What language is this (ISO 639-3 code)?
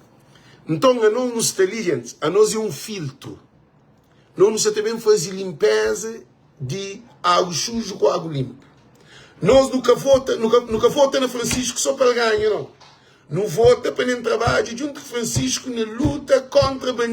kea